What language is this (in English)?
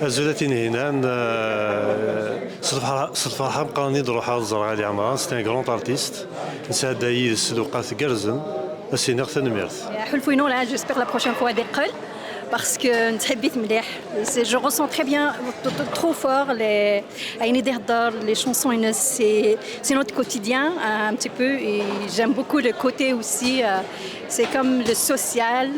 Kabyle